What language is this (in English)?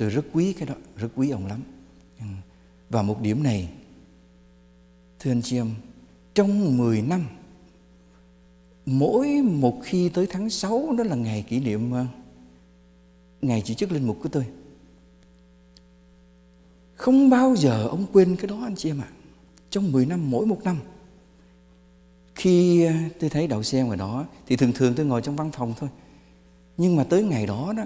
Vietnamese